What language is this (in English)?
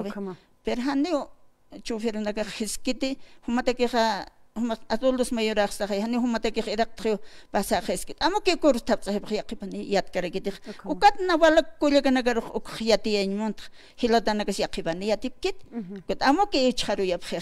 Aymara